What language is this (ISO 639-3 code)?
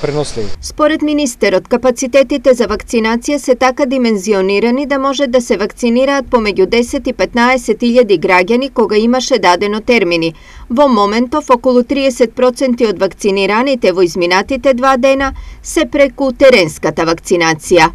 mkd